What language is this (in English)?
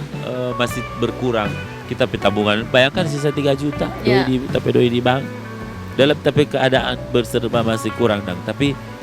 Manado Malay